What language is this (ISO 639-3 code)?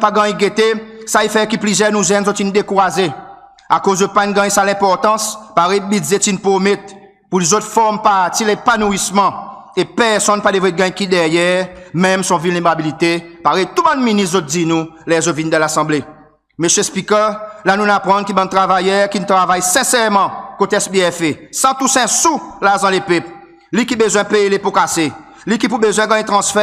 crs